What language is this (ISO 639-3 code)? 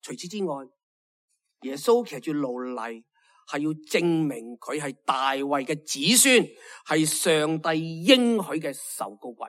yue